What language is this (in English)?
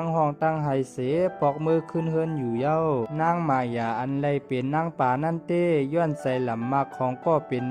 Shan